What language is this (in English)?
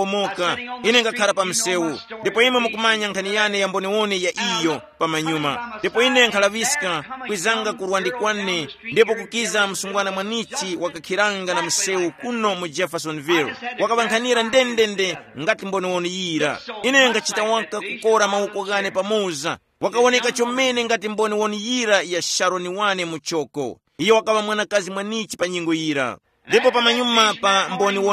Tumbuka